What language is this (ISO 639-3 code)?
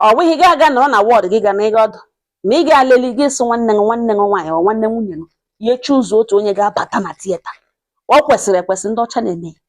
ibo